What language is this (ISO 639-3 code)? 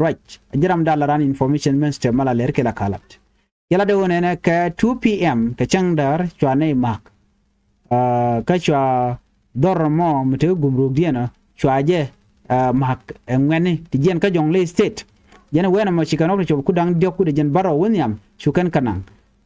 nus